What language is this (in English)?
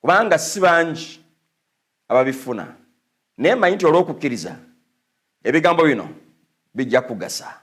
Ganda